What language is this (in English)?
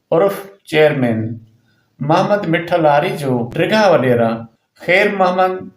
Sindhi